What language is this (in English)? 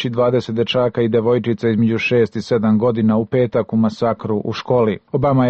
Serbian